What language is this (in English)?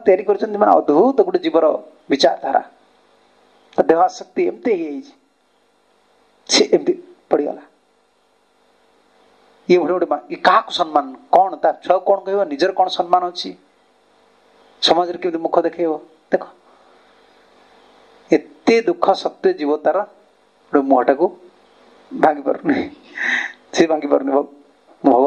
Odia